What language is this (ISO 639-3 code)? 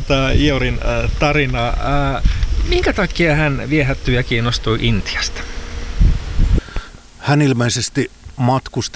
fin